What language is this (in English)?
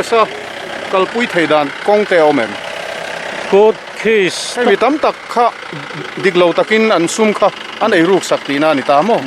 Mizo